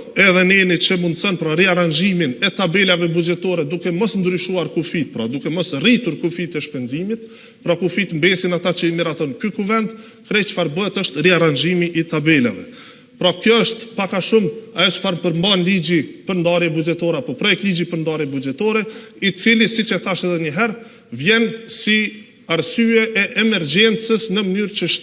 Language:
Albanian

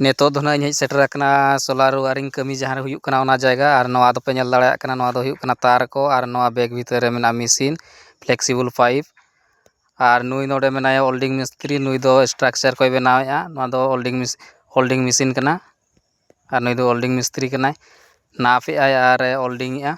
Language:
Santali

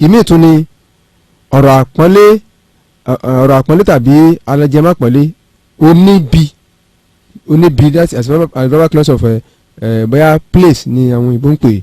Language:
Yoruba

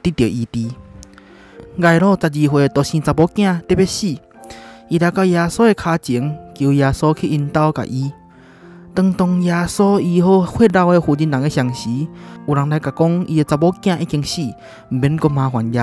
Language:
Min Nan Chinese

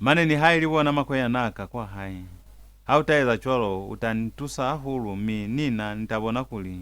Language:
Lozi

